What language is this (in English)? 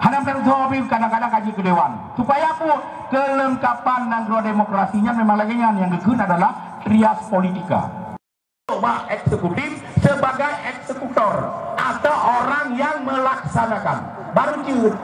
Achinese